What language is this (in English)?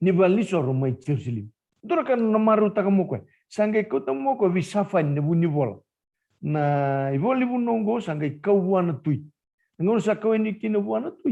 Fijian